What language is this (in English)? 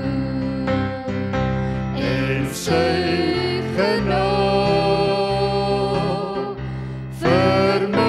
Afrikaans